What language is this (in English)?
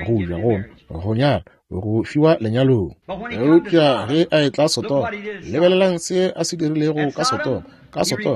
Northern Sotho